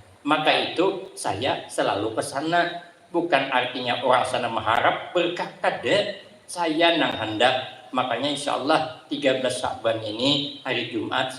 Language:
Banjar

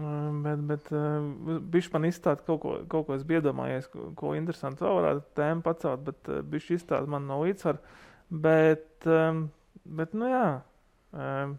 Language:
Latvian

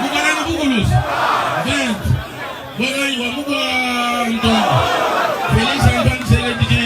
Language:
Luba-Lulua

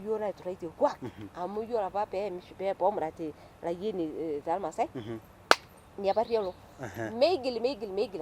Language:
Masai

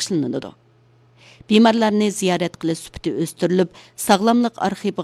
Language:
Uyghur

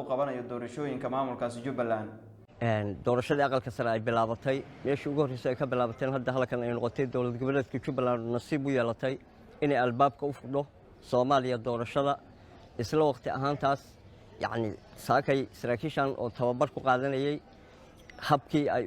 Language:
Somali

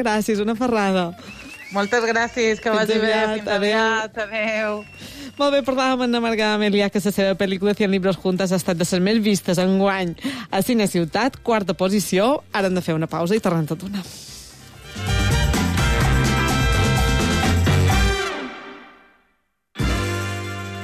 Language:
Catalan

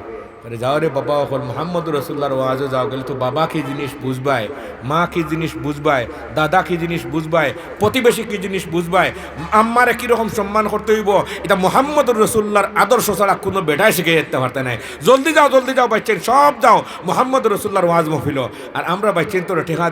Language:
Sylheti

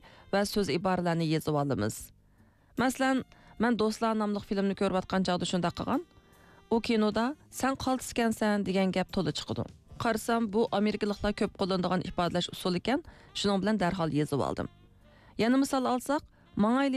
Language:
Uyghur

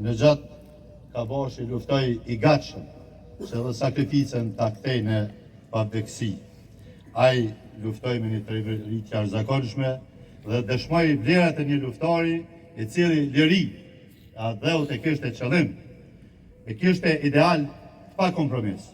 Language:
Albanian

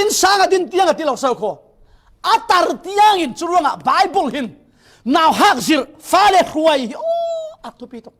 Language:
Falam Chin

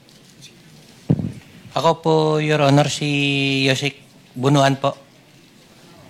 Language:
Filipino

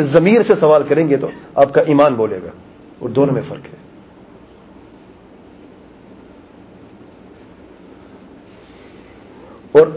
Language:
Urdu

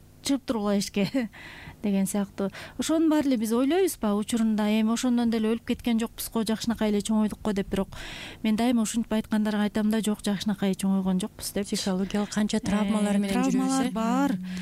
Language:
Kyrgyz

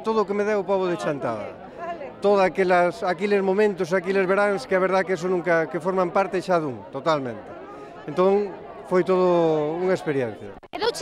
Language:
Galician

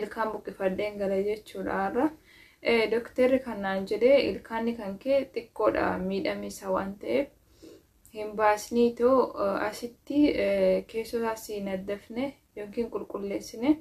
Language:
Oromo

